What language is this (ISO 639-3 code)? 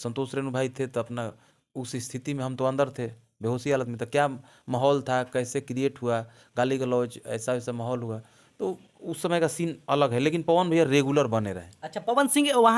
bho